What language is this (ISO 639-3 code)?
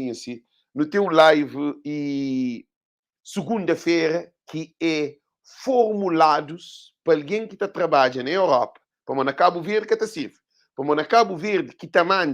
kea